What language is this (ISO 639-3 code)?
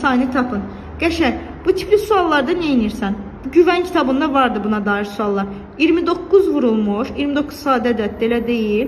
aze